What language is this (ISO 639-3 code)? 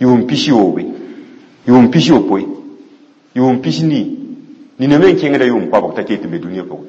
mos